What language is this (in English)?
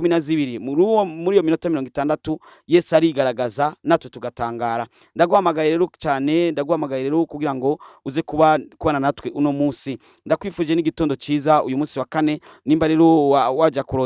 Rundi